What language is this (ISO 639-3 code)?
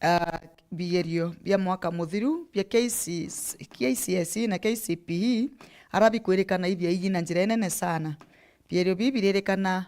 mer